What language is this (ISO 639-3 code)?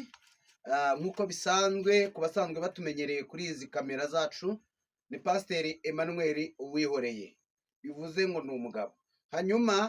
kin